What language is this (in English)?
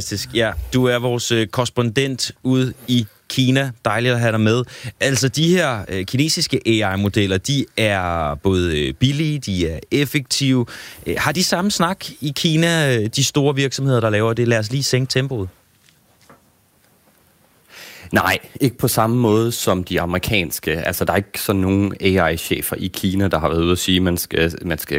Danish